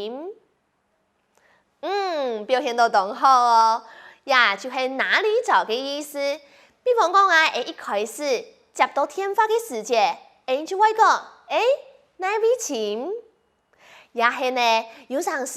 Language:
Hakka Chinese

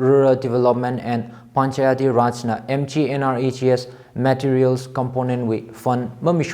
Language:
Tangkhul Naga (India)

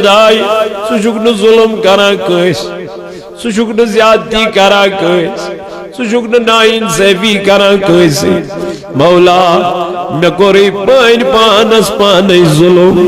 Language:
Kashmiri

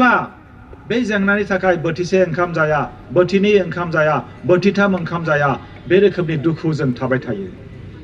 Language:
Bodo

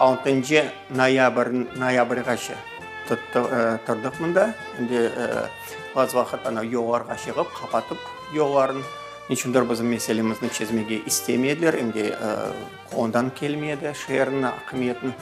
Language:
Crimean Tatar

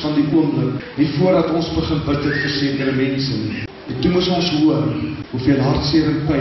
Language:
Afrikaans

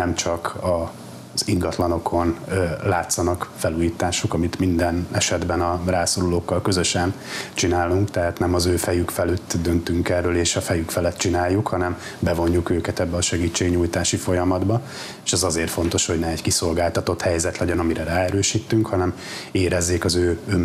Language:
Hungarian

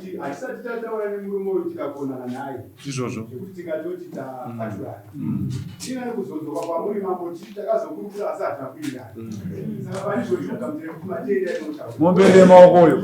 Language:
Shona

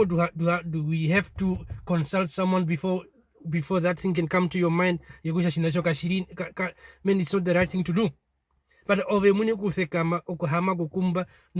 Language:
Herero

